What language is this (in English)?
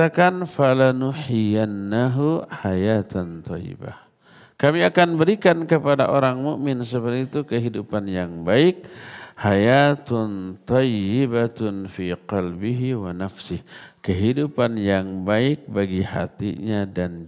Indonesian